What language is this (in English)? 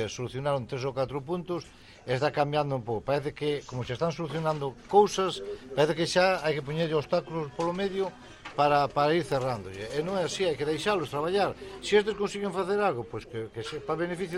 Galician